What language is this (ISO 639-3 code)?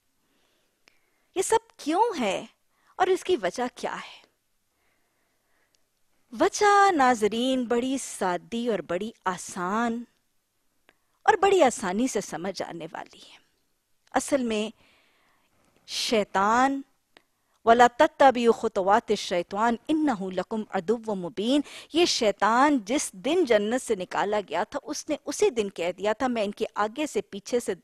urd